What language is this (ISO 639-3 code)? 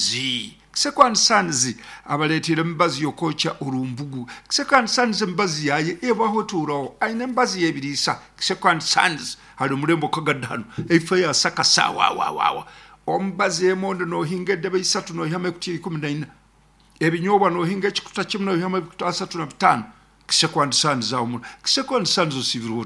nyn